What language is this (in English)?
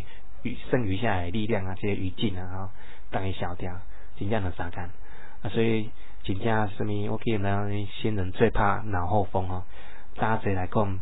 Min Nan Chinese